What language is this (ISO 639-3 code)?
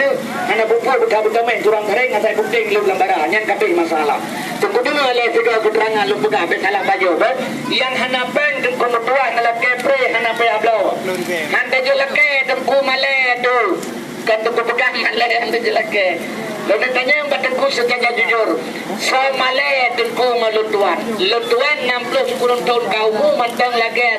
ace